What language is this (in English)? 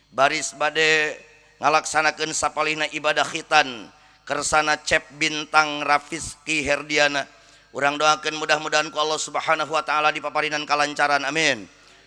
Sundanese